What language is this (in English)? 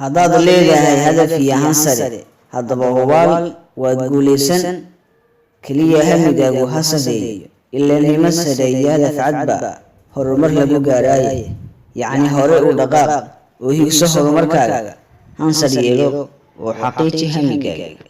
Somali